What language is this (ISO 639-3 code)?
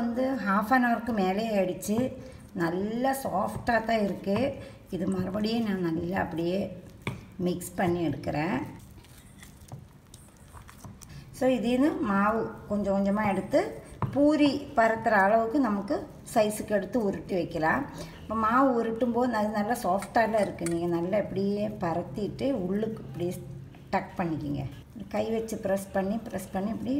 tam